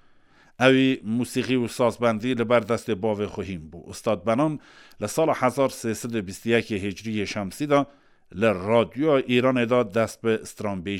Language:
Kurdish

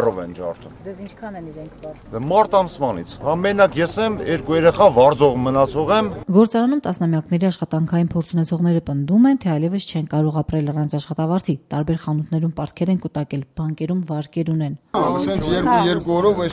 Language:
Armenian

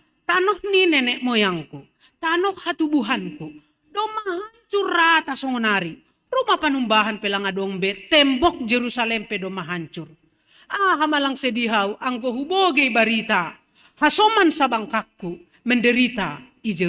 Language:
Batak Simalungun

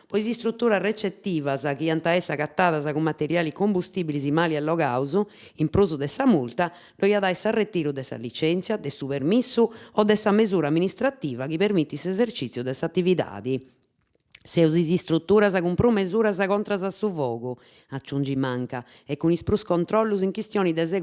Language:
Sardinian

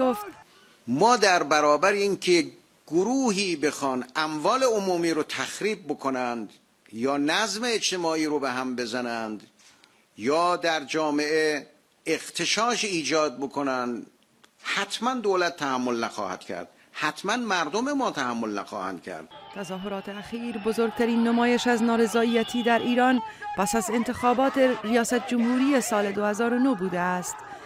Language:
Persian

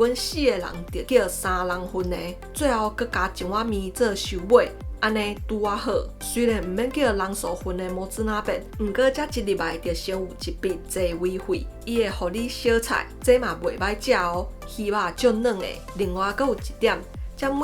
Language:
Min Nan Chinese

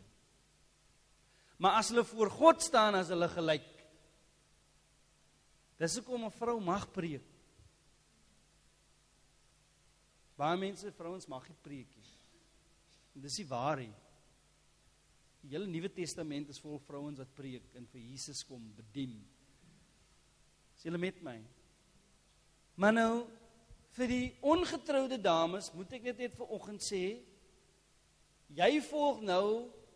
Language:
Afrikaans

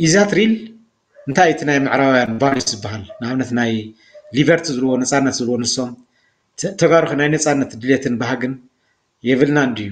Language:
Tigrinya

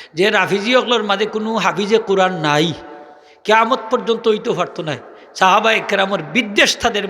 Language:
Sylheti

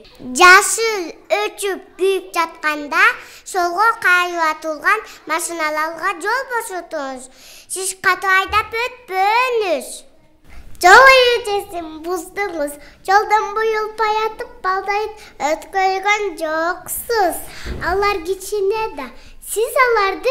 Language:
Kyrgyz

